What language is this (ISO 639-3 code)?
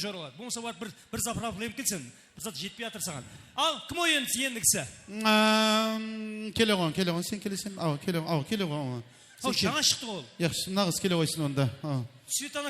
kaa